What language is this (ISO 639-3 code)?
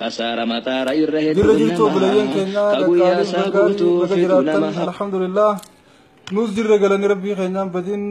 orm